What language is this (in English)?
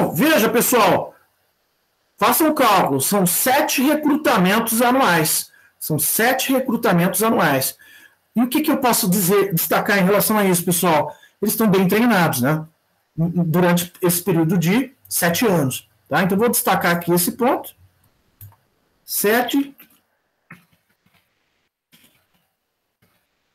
Portuguese